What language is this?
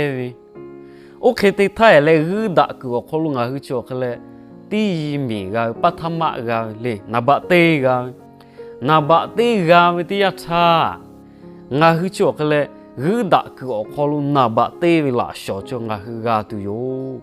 Lahu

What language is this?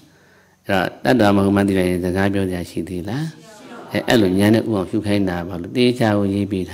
Burmese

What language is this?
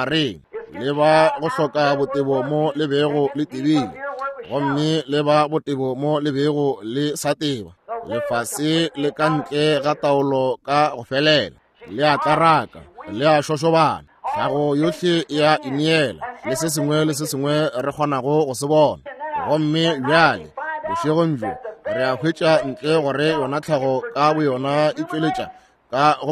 Northern Sotho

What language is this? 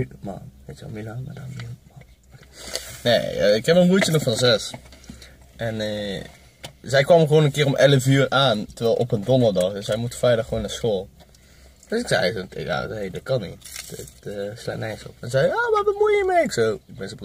Dutch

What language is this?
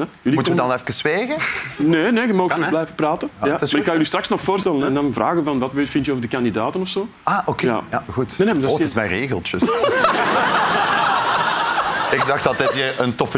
Dutch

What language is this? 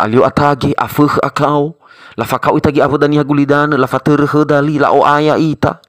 Nias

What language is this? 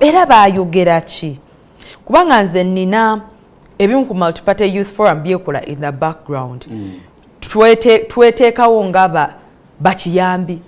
Ganda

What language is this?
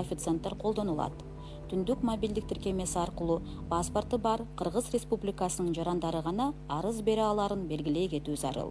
Kyrgyz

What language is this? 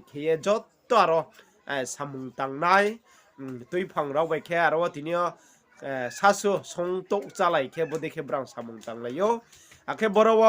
Riang (India)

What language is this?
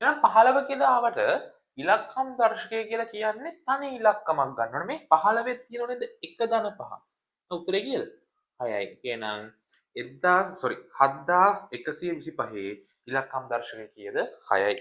Sinhala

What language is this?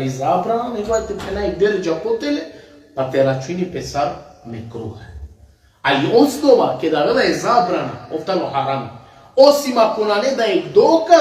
Balkan Romani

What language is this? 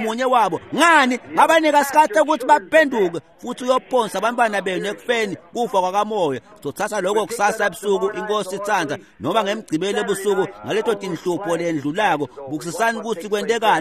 Swati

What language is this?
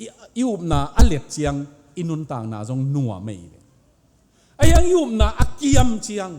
Tedim Chin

